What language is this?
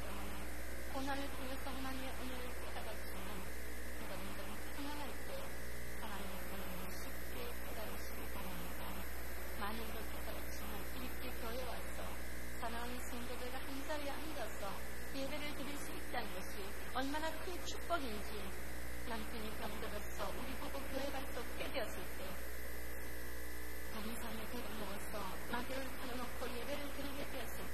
Korean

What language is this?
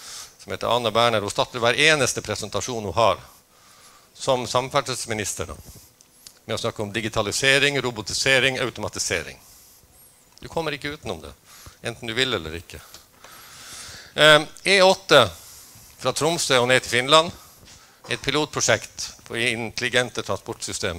Norwegian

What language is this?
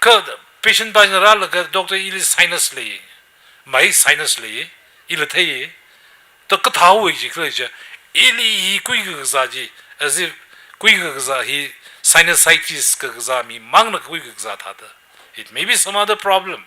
Tangkhul Naga (India)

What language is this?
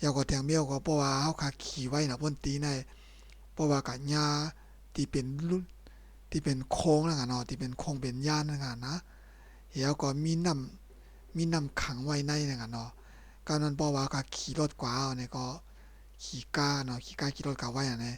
Shan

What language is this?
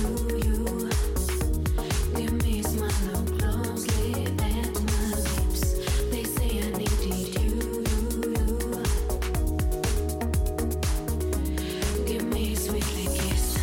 English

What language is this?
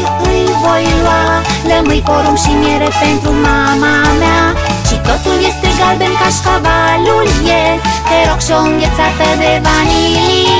Romanian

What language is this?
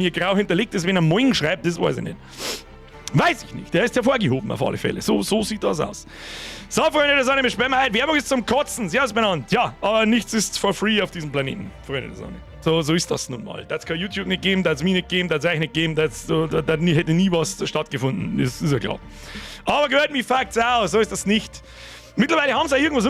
Bavarian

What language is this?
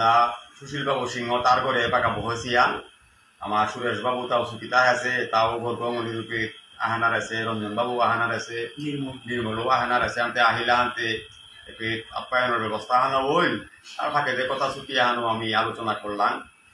Bishnupriya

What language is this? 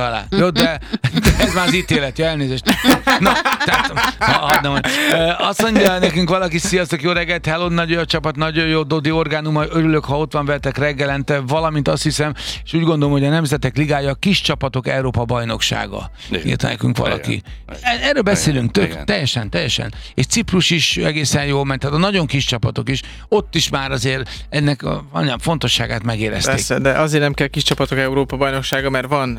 Hungarian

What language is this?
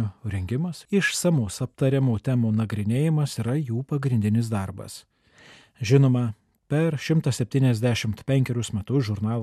Lithuanian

